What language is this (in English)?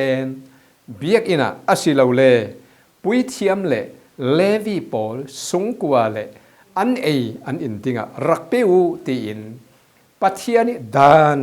Falam Chin